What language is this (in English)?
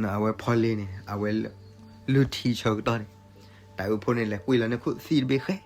S'gaw Karen